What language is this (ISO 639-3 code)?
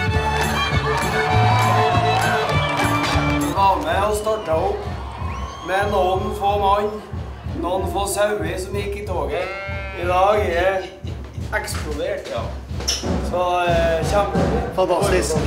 nor